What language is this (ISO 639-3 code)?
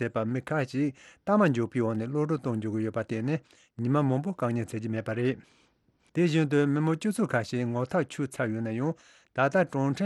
bod